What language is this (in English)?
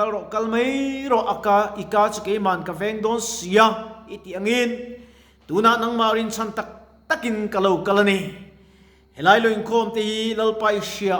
Mizo